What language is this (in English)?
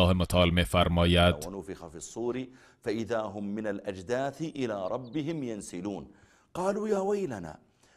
Tajik